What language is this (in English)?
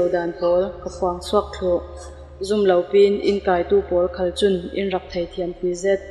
Falam Chin